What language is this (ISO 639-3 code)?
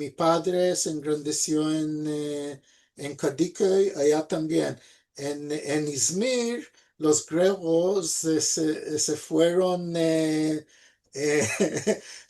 lad